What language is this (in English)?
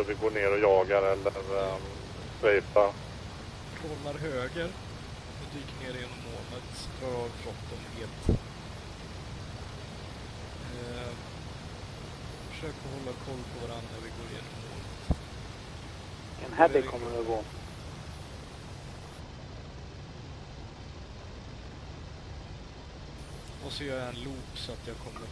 Swedish